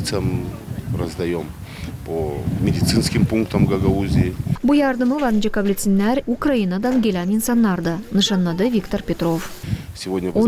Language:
Gagauz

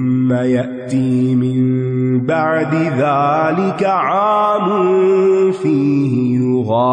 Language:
Urdu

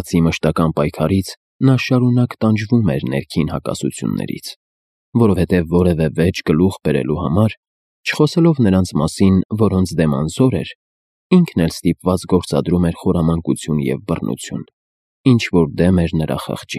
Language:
Armenian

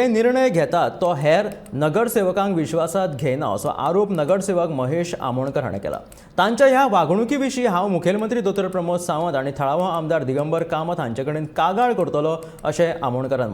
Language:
Konkani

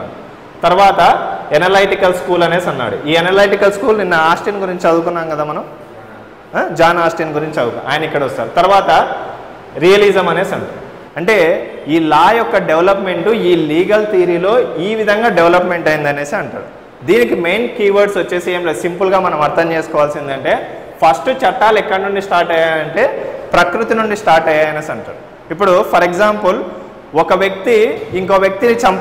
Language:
Telugu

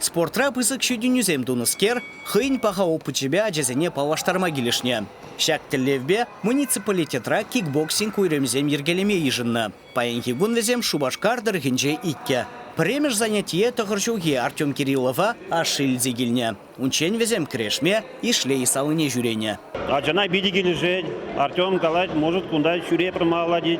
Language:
Chuvash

